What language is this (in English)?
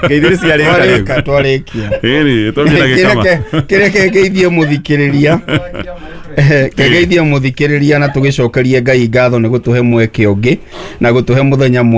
Kikuyu